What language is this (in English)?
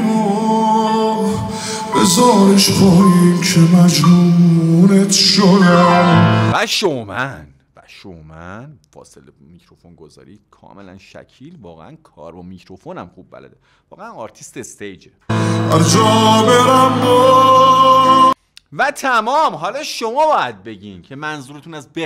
Persian